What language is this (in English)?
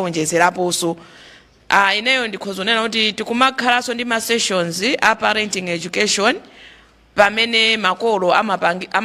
Nyanja